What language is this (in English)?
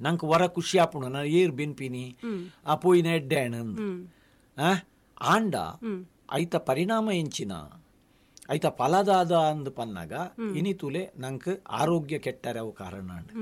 Tulu